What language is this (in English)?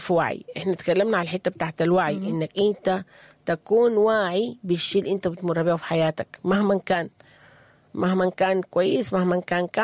Sudanese Arabic